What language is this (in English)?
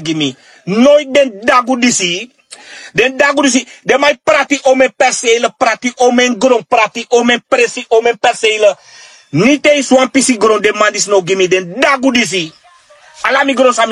Sranan Tongo